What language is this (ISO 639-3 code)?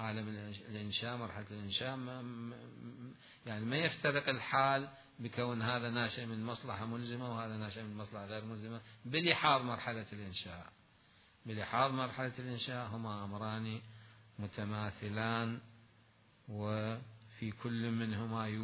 acm